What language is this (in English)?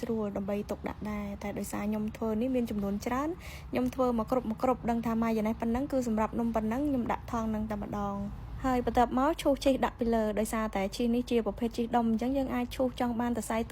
Khmer